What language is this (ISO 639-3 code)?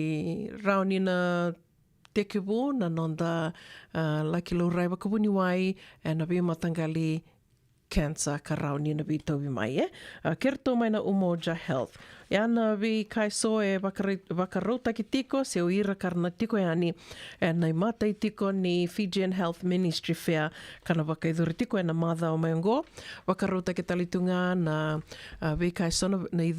fij